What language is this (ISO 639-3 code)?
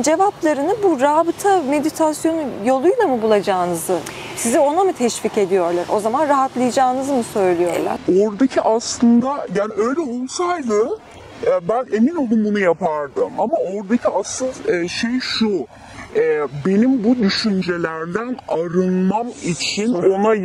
tur